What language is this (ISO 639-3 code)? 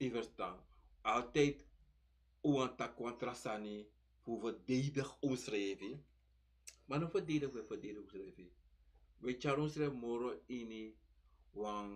srn